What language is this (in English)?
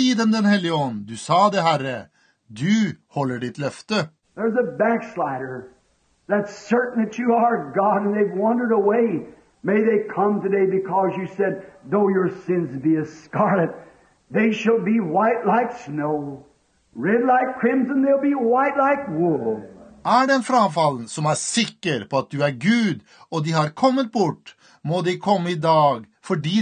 Norwegian